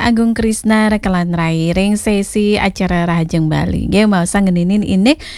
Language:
Balinese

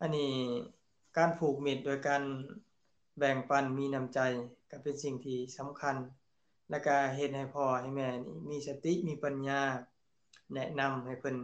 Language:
Lao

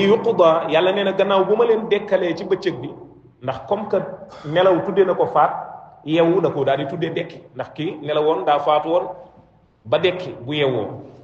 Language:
Wolof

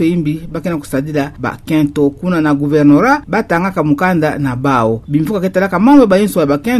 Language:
Kituba (Democratic Republic of Congo)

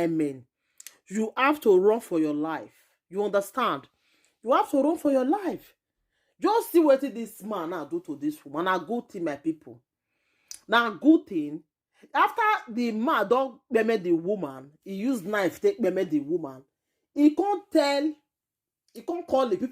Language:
Nigerian Pidgin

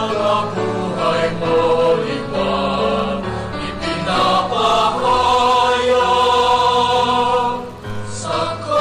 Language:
Bikol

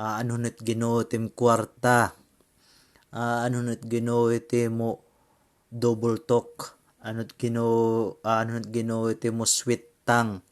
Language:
Waray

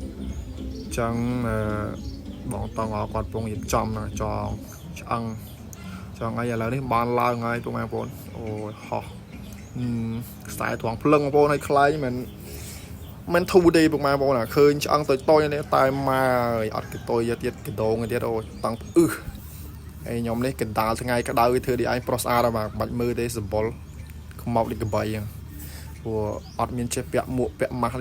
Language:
Khmer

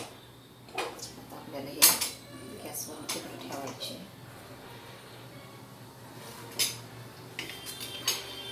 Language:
Marathi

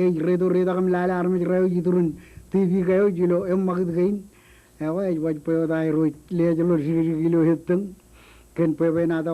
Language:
Marshallese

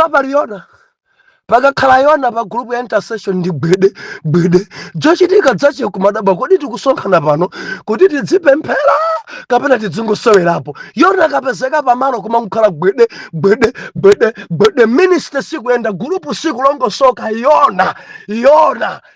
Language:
Nyanja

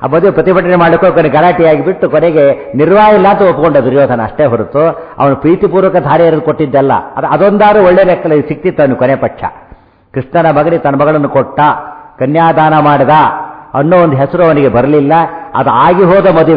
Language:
Kannada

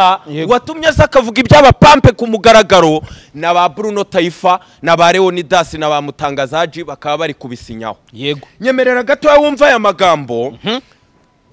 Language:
Kinyarwanda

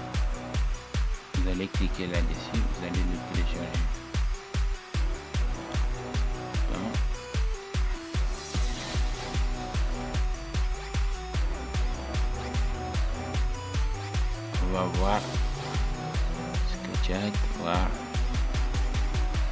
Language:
French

